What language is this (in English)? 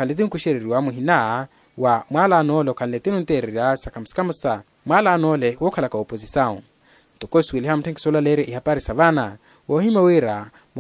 Makhuwa